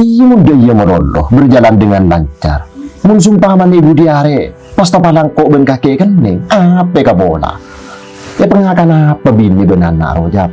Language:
Madurese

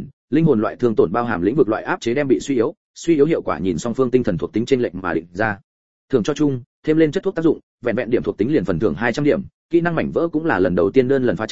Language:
Vietnamese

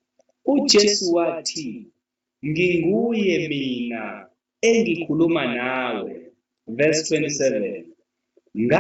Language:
Zulu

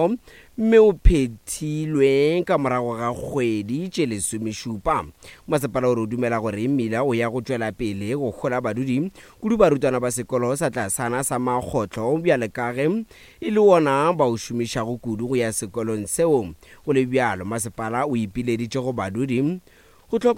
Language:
Northern Sotho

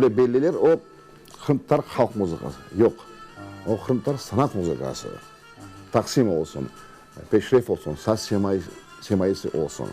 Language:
Crimean Tatar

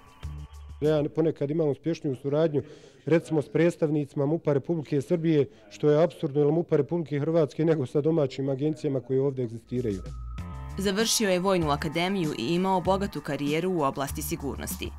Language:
Bosnian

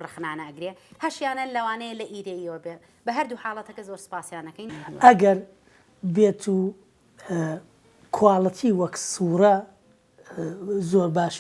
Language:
Central Kurdish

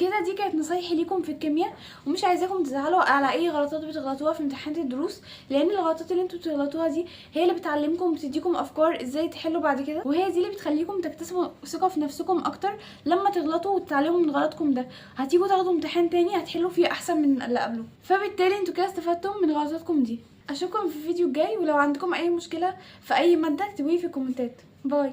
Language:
Egyptian Arabic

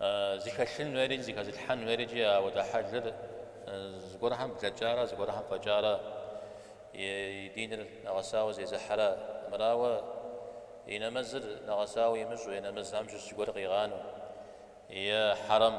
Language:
Kabardian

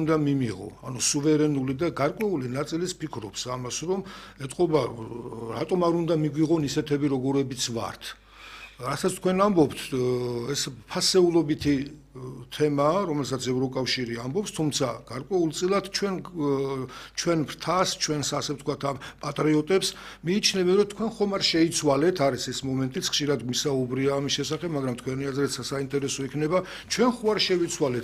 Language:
Georgian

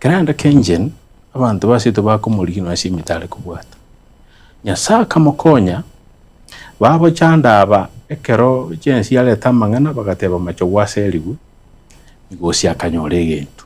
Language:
Gusii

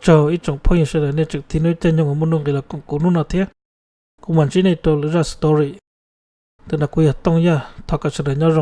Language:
Hmong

